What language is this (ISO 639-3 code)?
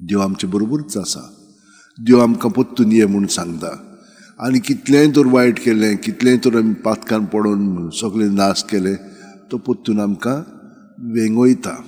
kok